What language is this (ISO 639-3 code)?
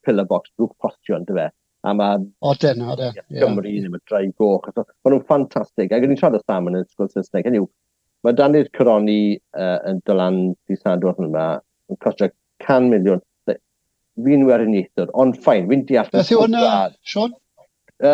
cym